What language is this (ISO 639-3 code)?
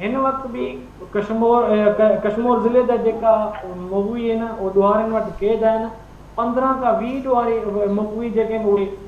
snd